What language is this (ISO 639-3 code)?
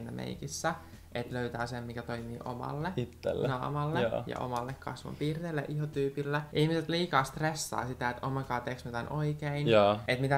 fin